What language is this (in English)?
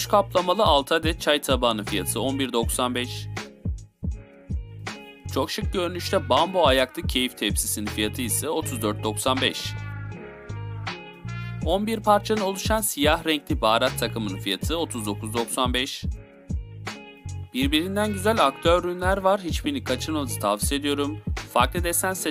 Turkish